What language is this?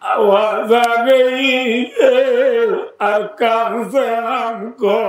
Rohingya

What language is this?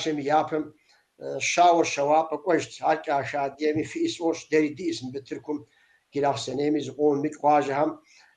Kabardian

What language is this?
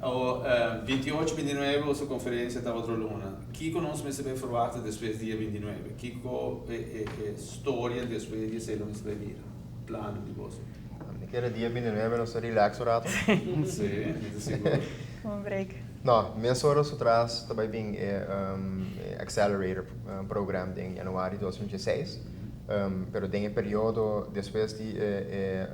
Papiamento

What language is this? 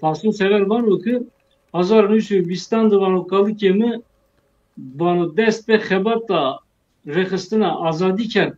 Zaza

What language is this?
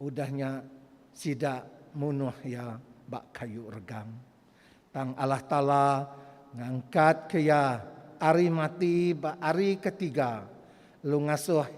Iban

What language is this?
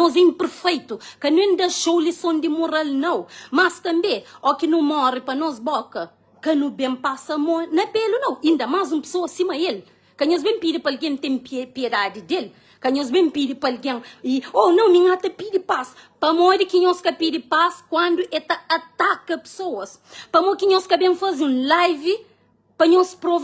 Kabuverdianu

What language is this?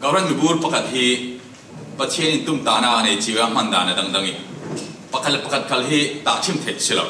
Falam Chin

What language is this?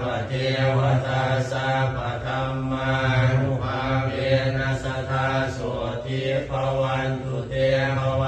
Pali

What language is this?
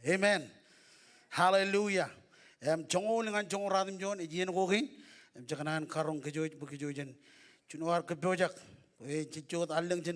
Marshallese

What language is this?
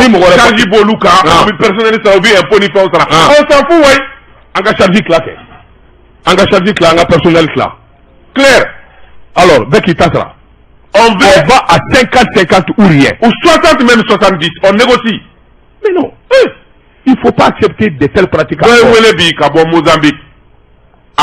Bambara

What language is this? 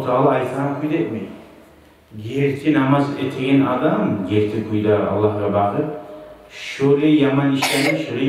Kumyk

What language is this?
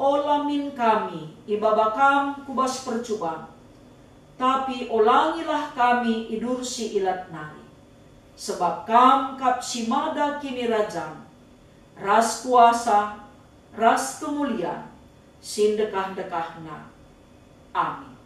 Batak Karo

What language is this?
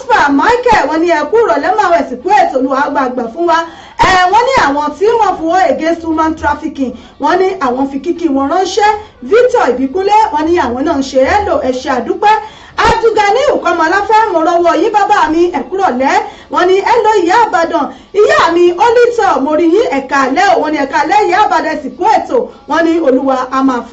Yoruba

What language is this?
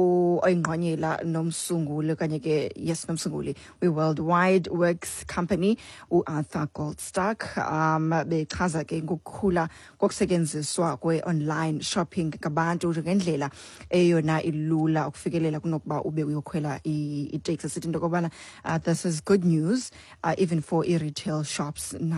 Xhosa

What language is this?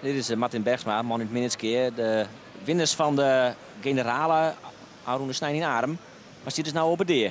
Western Frisian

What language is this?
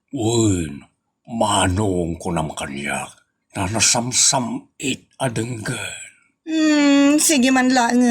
Iloko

